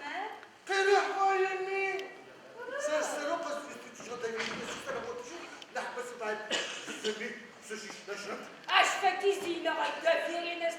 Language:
Adyghe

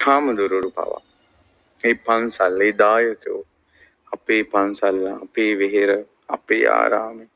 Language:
Sinhala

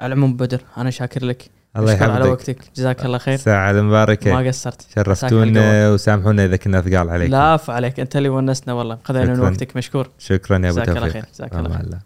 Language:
Gulf Arabic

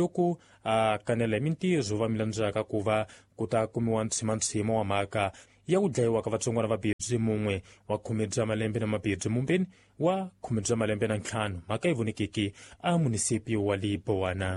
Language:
Tsonga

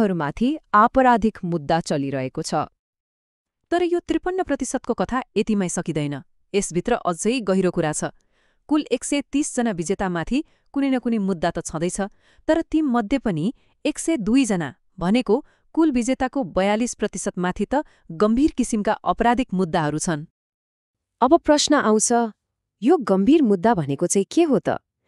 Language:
Nepali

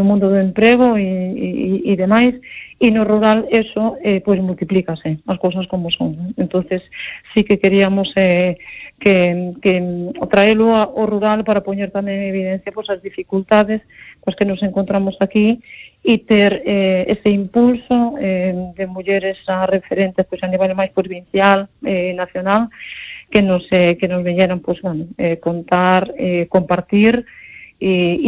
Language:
Galician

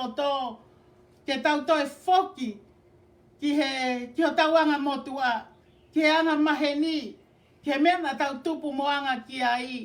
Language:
Tongan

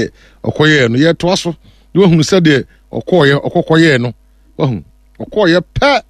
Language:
Akan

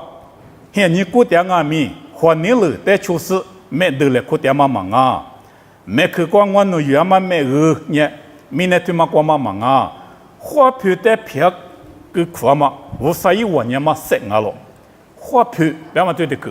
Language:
Lisu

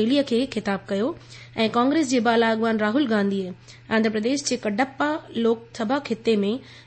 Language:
Sindhi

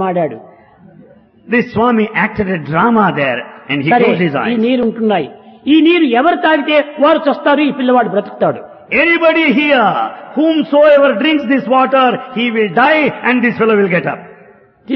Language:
Telugu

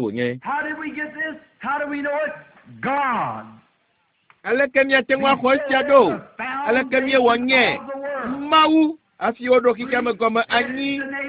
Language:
Ewe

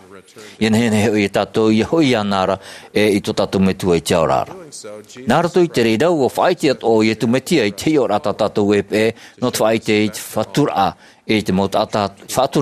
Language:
Tahitian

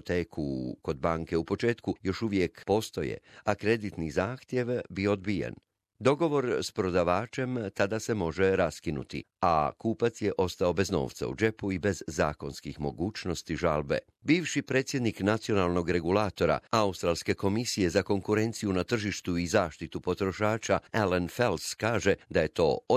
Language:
Croatian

